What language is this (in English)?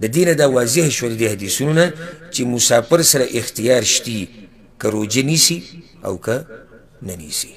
Pashto